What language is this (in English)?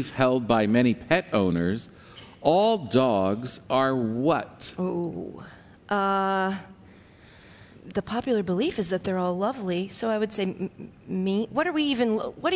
English